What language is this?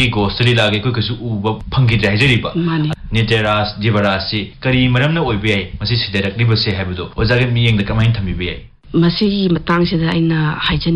Manipuri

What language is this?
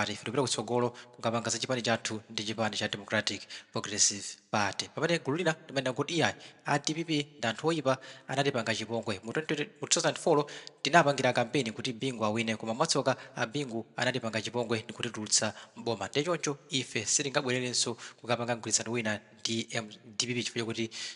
Nyanja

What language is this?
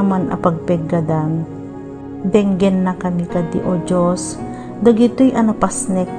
Iloko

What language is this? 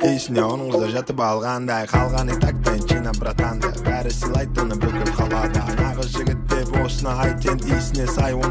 Kazakh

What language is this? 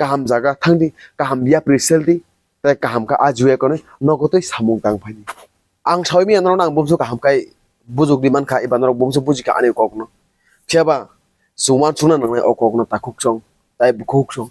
Kok Borok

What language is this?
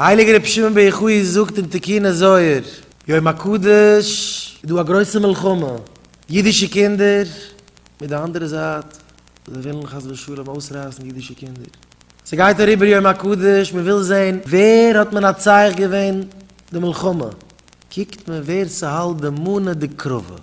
Yiddish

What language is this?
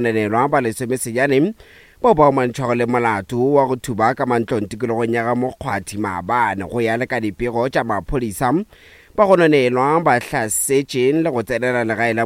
Northern Sotho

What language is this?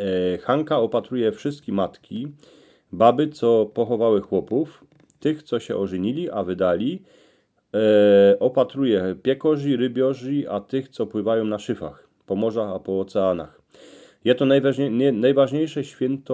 Silesian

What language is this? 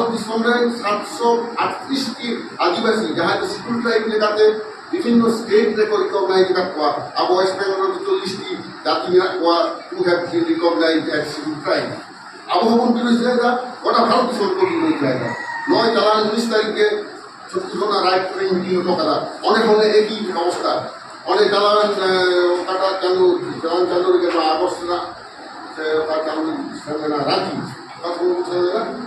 Santali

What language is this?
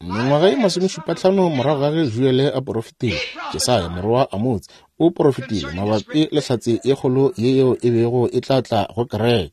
Northern Sotho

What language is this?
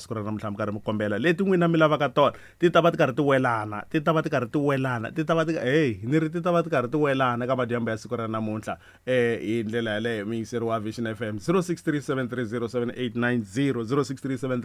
Tsonga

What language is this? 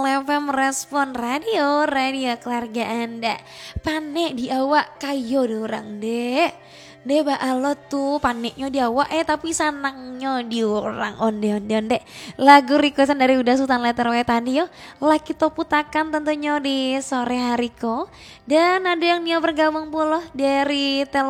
Minangkabau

